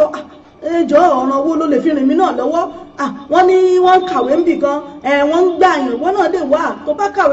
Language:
Yoruba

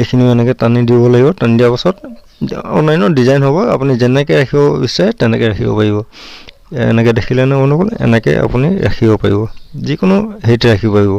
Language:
Assamese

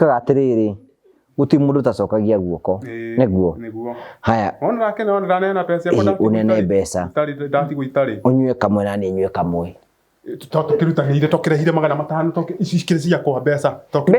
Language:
Kikuyu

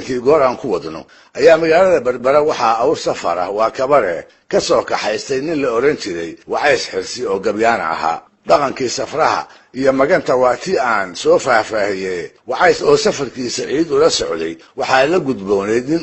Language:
Somali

